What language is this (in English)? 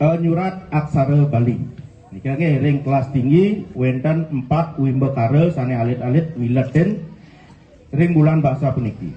Balinese